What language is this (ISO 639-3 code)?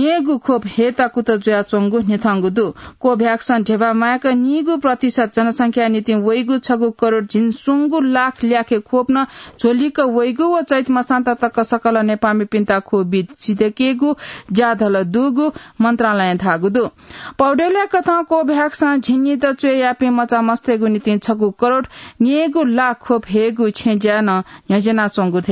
new